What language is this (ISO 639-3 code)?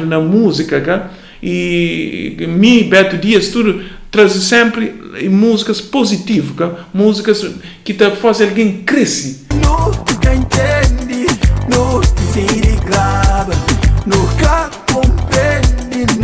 kea